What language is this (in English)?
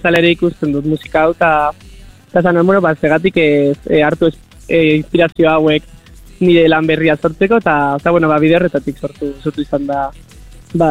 Basque